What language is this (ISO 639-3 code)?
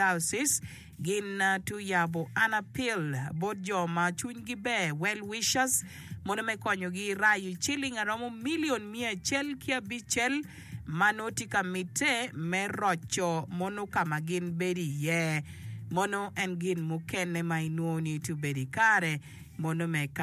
ach